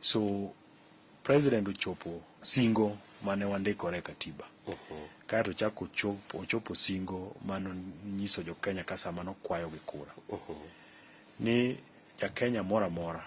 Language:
Luo (Kenya and Tanzania)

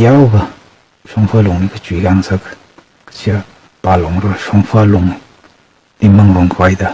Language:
Tangkhul Naga (India)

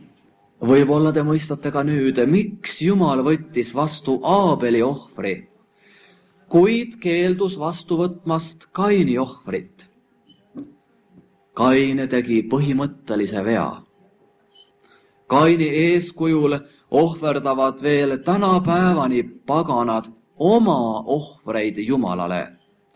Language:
Estonian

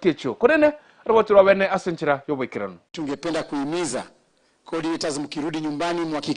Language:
Gusii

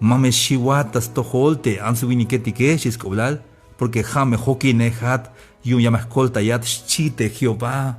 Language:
Tzeltal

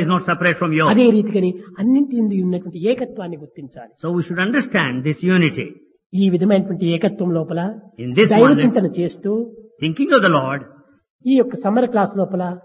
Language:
Telugu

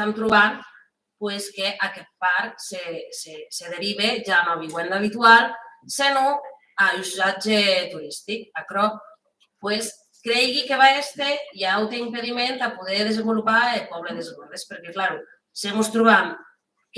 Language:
Occitan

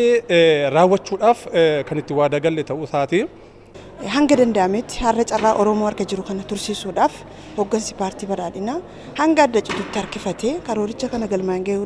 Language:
Oromo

